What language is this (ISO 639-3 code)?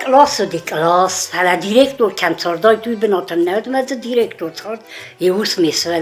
oss